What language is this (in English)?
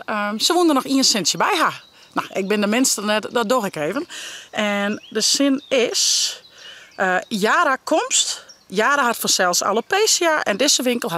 Western Frisian